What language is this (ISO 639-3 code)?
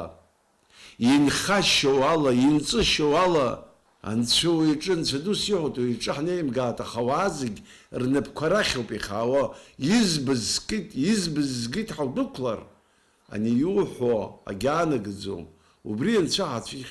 abk